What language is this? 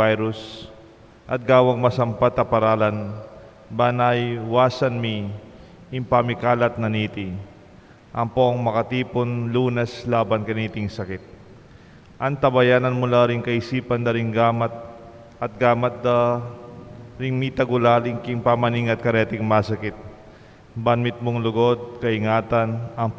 Pampanga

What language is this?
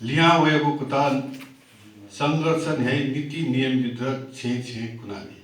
Newari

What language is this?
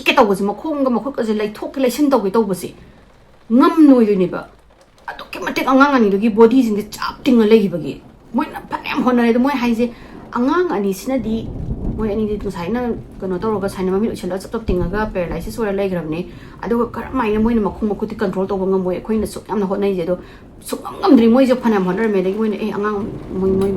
Manipuri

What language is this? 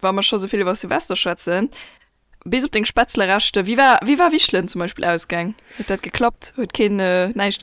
Luxembourgish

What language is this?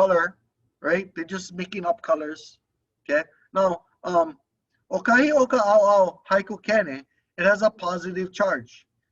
Hawaiian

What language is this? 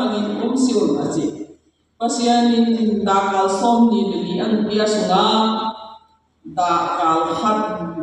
Tedim Chin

